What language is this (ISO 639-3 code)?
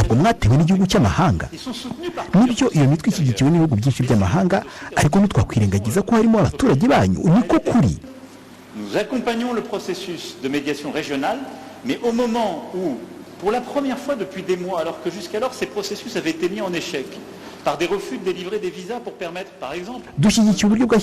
kin